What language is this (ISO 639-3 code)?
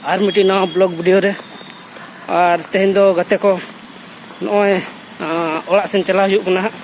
sat